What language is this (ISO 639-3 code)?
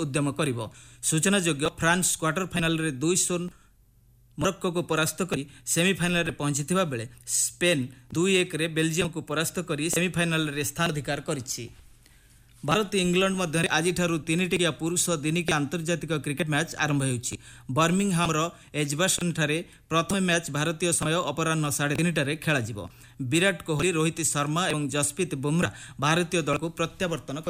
ori